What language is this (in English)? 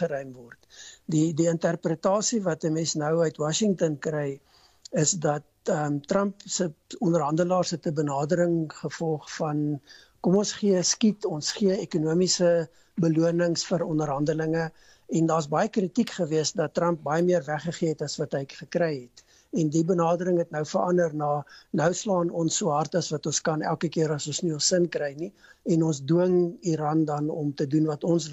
Afrikaans